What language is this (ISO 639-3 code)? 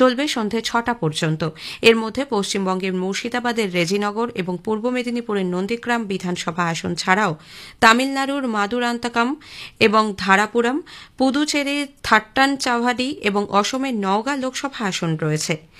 ben